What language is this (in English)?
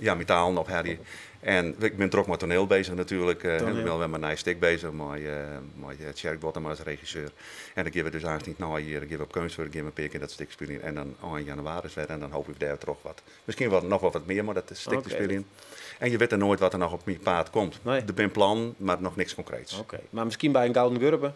Western Frisian